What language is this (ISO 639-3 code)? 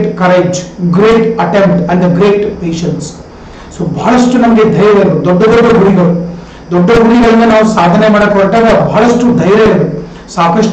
kan